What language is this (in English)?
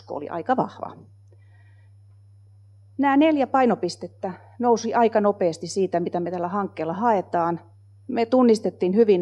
Finnish